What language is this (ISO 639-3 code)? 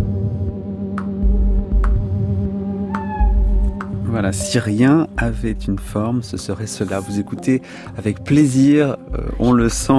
fra